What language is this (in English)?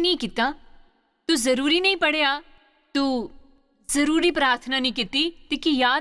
Dogri